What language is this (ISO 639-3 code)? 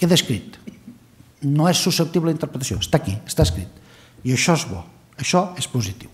cat